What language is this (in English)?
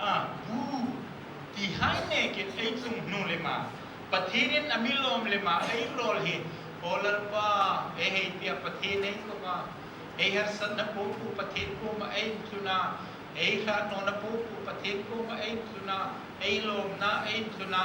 Hmar